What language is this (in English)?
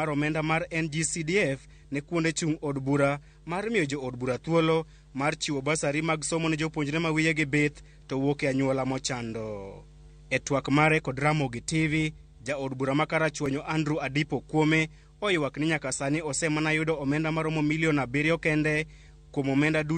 Luo (Kenya and Tanzania)